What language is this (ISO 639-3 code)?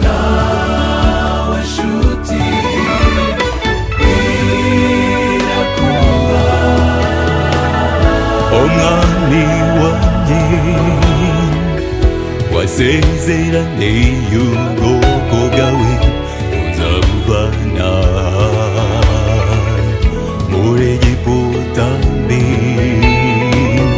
kin